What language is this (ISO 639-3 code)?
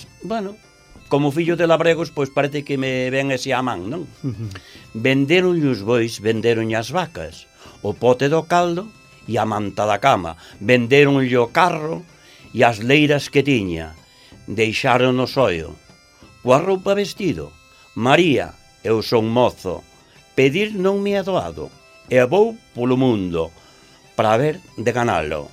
glg